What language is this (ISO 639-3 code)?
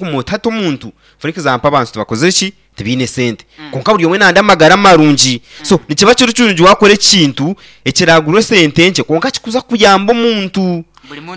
nyn